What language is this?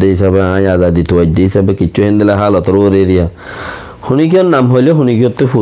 Rohingya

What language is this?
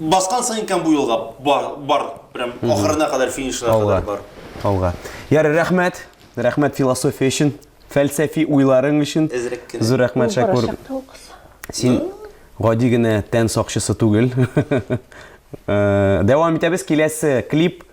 Tatar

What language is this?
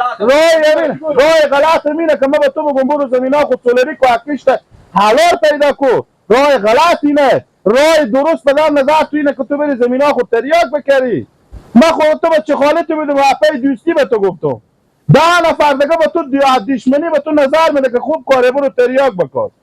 Persian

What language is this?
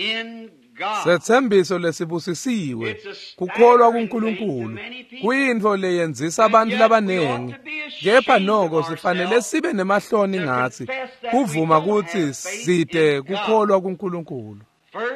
Swati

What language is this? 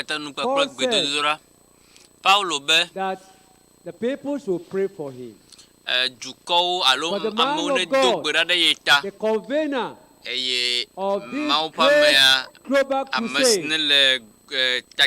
Ewe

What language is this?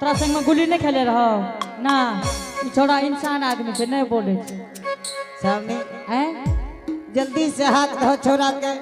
Angika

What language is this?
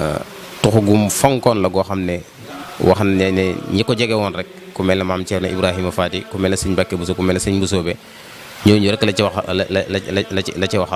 Wolof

